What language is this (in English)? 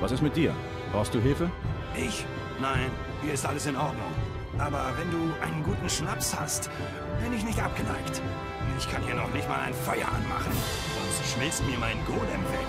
Bavarian